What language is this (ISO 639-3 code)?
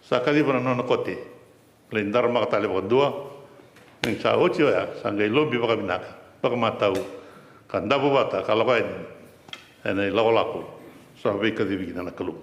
fij